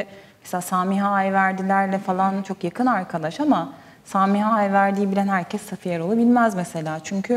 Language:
Turkish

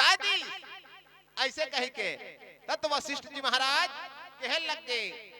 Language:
Chhattisgarhi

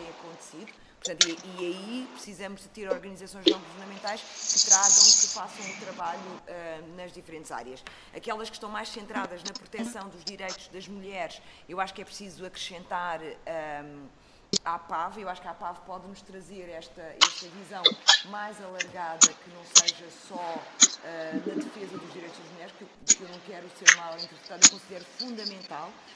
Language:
Portuguese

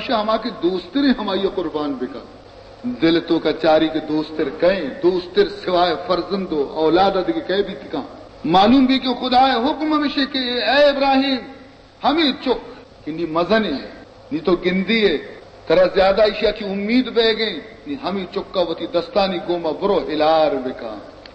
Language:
Baluchi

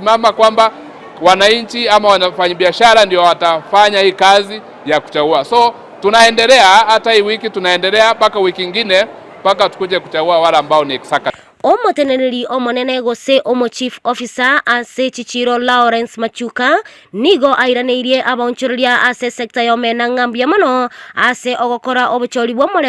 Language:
Gusii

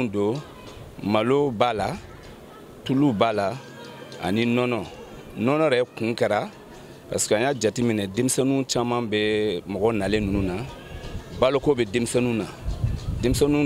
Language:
Bambara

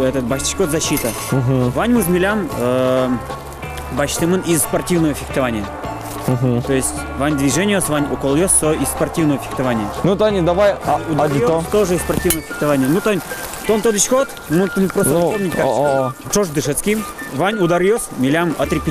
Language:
Udmurt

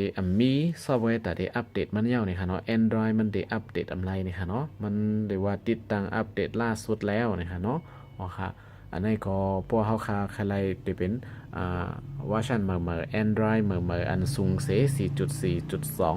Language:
Shan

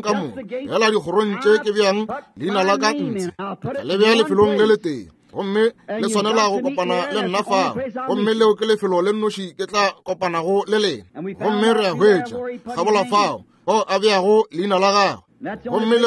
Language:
Northern Sotho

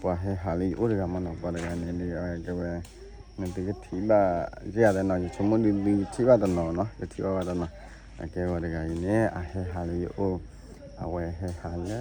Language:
S'gaw Karen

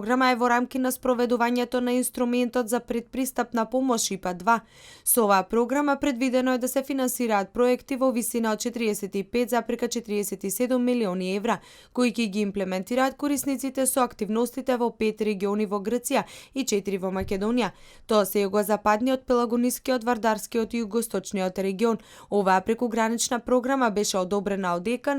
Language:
Macedonian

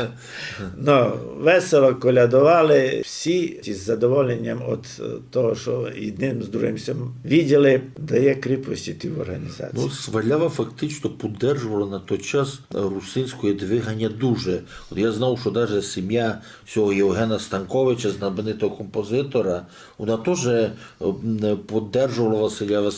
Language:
Rusyn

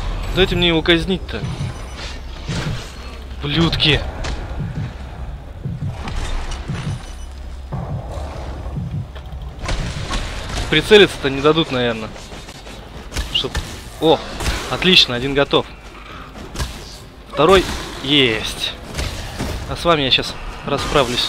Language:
Russian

